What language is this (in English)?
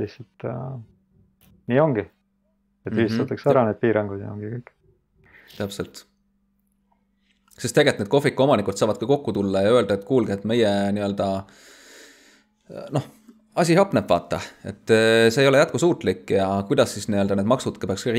Estonian